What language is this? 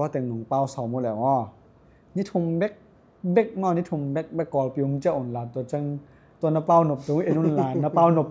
Tedim Chin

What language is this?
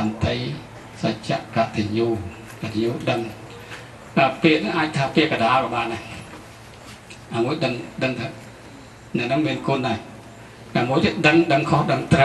Khmer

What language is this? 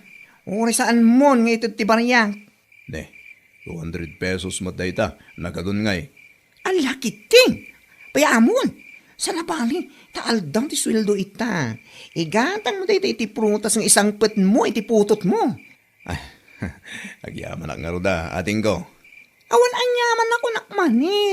Iloko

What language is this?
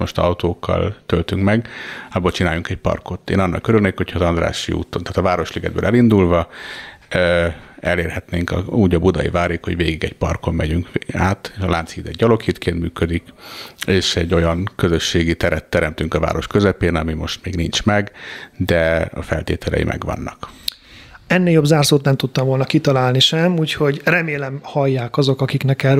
Hungarian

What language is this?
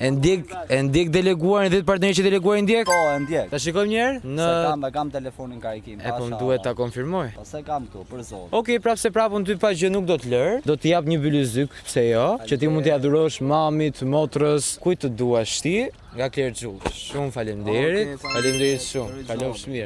Albanian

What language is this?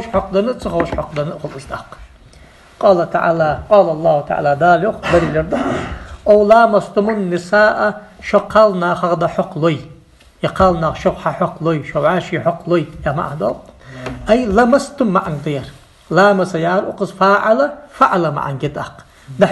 Ingush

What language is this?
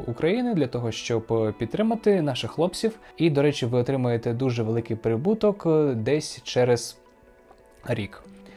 Ukrainian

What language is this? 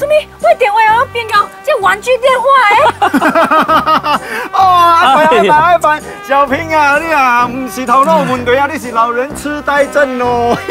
Min Nan Chinese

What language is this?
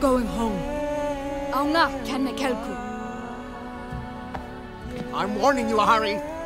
Polish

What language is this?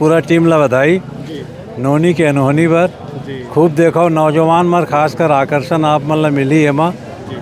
Chhattisgarhi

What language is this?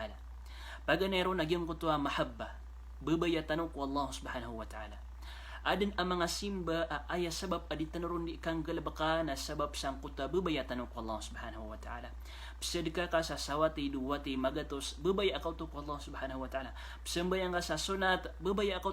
Maranao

